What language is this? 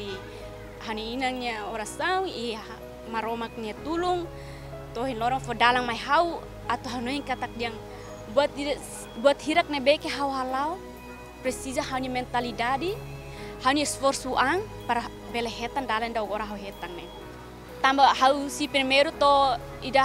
Tetum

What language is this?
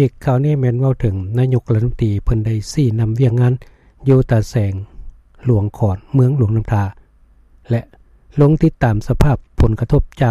Lao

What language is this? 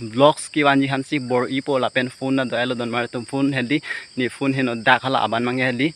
Karbi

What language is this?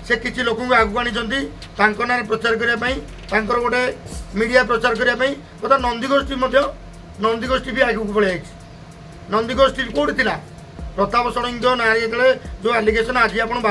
Odia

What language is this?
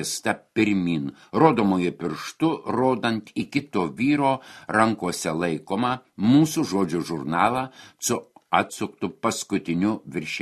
Lithuanian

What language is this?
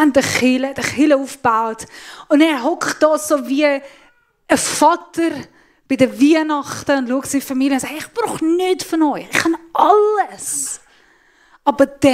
Swiss German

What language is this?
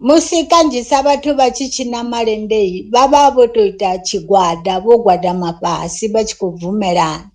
Venda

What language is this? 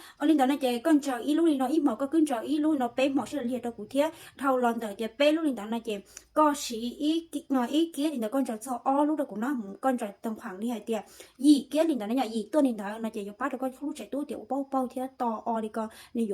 Hmong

